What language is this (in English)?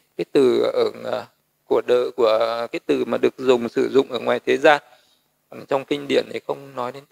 Vietnamese